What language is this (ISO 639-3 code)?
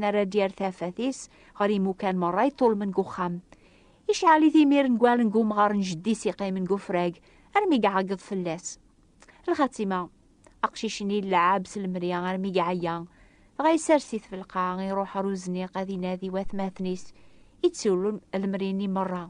kab